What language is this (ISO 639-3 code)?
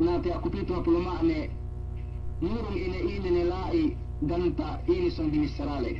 yka